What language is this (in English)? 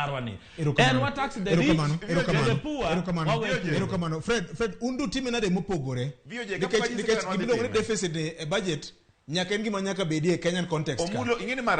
Luo (Kenya and Tanzania)